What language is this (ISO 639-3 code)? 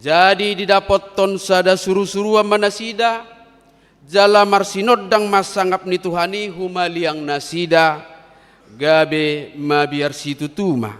bbc